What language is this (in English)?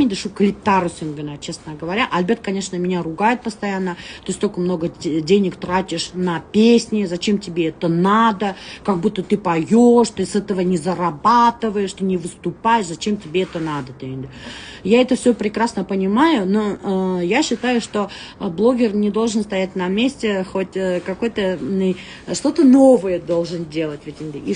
Bashkir